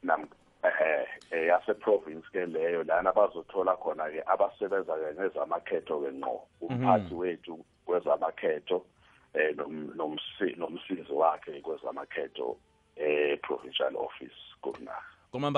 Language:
South Ndebele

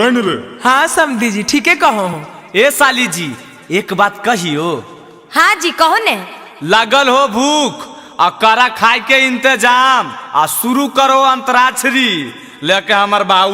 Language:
Magahi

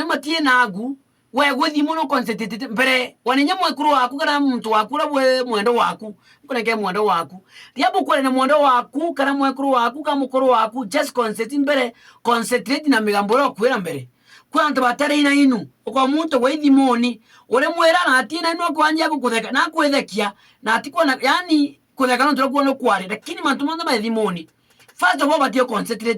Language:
Meru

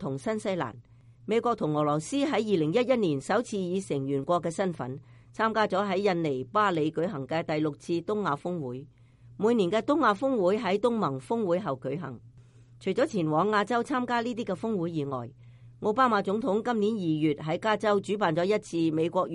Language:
Cantonese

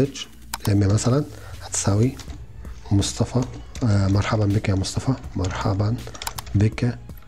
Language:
Egyptian Arabic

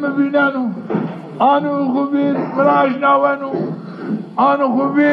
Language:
Zaza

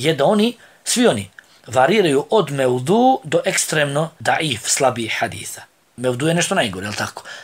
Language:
Bosnian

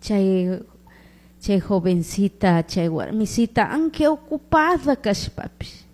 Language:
Chimborazo Highland Quichua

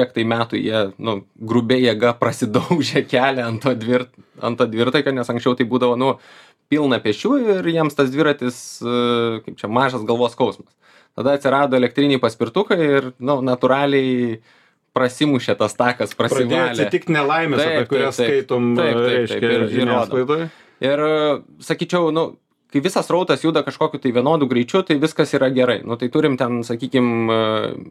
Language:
Lithuanian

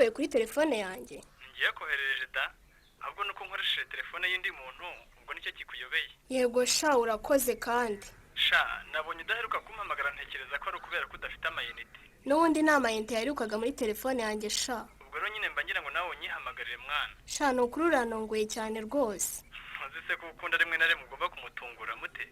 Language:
Kinyarwanda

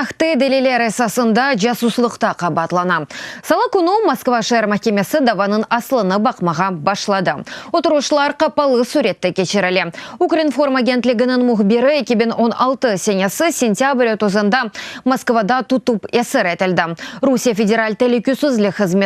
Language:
Crimean Tatar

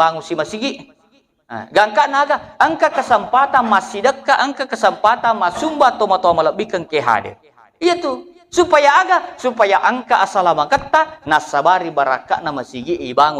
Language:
Buginese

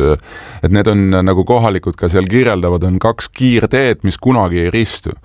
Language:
Estonian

